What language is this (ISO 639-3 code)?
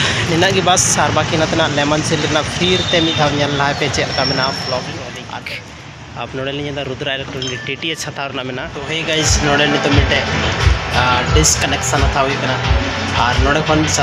sat